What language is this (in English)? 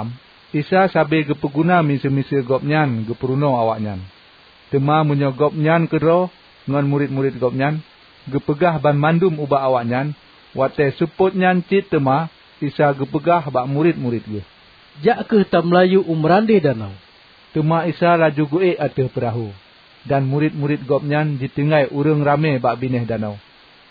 Achinese